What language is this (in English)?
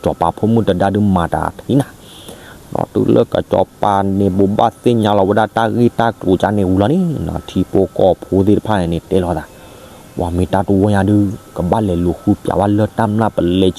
S'gaw Karen